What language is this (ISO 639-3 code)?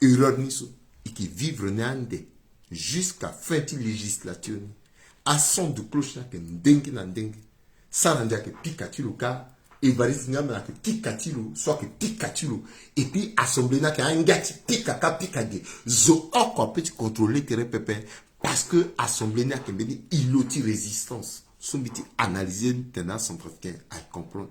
sag